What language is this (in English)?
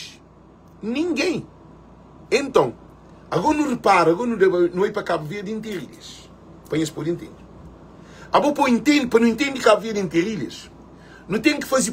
Kabuverdianu